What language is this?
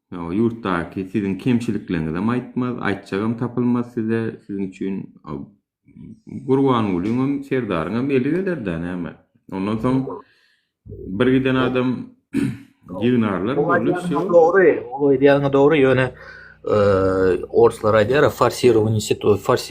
Turkmen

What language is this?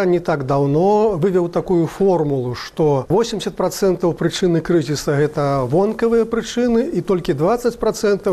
Belarusian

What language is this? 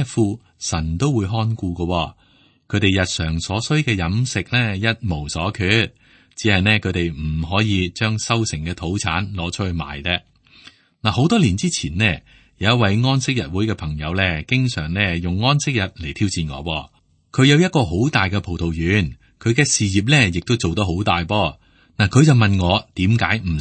Cantonese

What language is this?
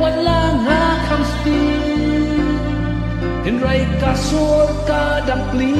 Khasi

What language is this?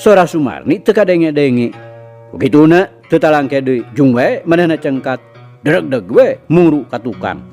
Sundanese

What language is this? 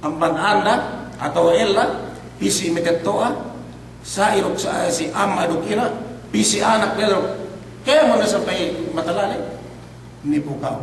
Yakan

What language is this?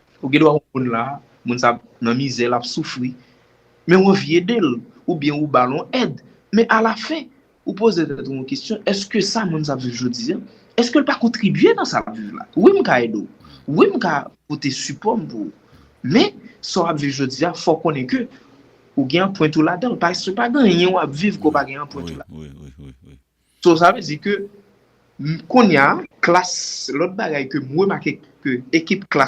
Haitian Creole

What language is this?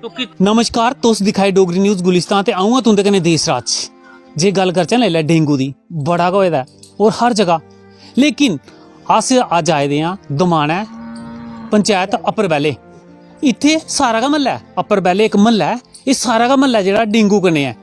Dogri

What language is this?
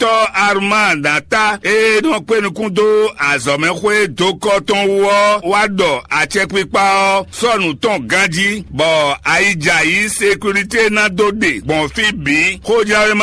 Fon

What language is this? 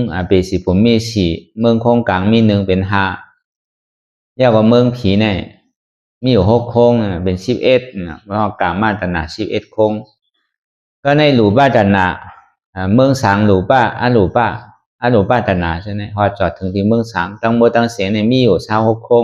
Shan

